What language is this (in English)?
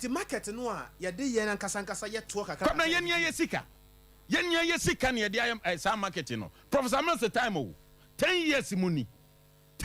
Akan